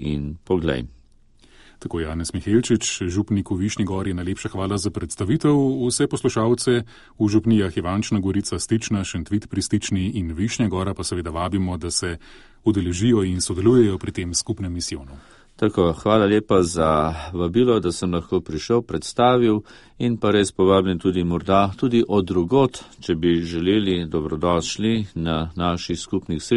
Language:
Slovenian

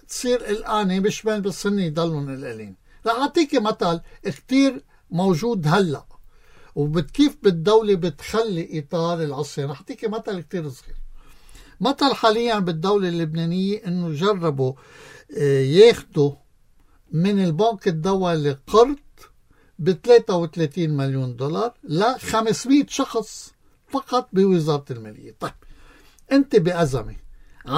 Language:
North Levantine Arabic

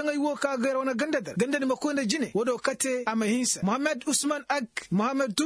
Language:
Koyraboro Senni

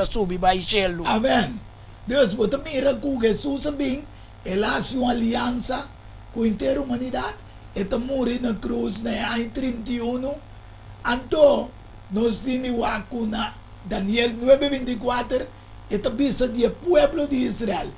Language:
Papiamento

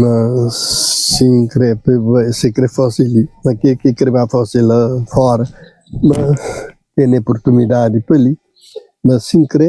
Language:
Kabuverdianu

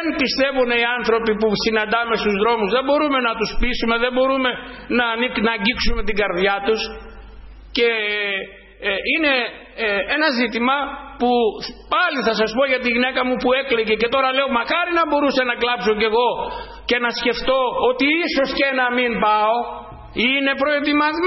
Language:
Greek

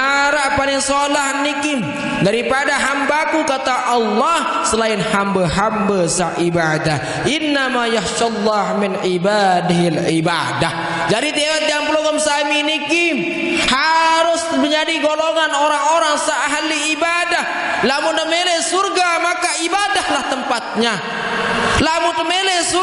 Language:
Sasak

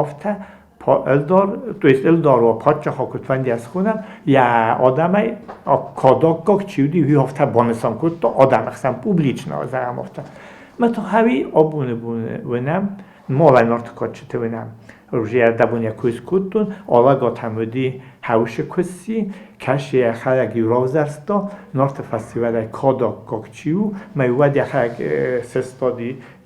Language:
Ossetic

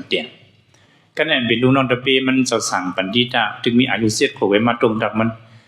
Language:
Shan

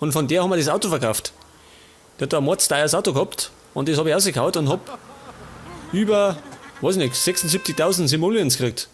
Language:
Bavarian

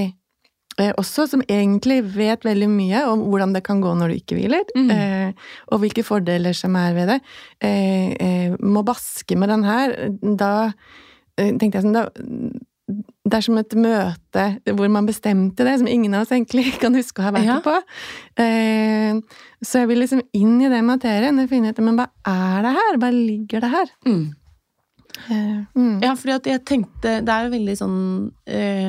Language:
Norwegian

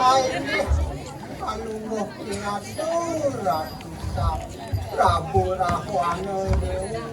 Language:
Balinese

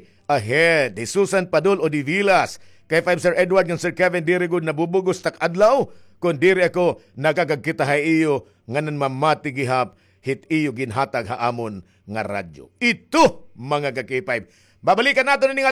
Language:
Waray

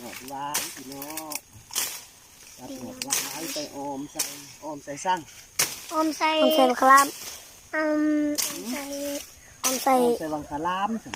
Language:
Lao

